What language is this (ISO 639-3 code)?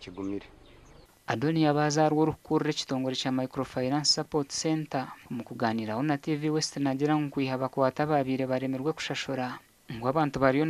nyn